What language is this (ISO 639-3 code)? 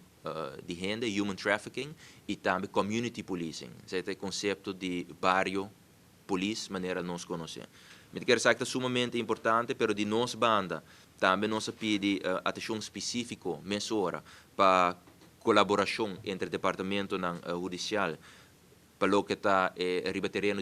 pap